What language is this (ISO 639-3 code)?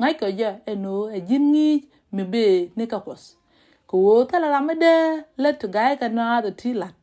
nus